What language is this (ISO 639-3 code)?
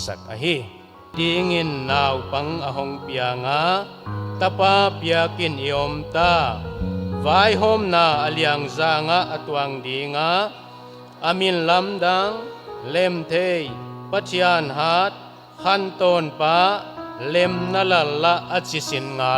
pck